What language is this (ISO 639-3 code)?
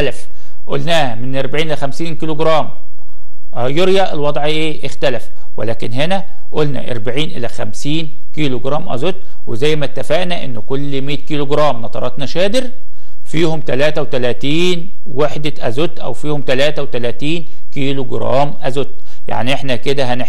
arz